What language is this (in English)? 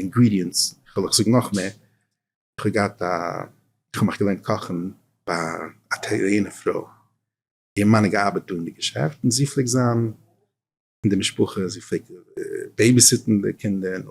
Yiddish